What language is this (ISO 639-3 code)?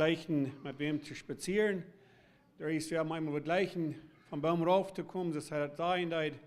pdt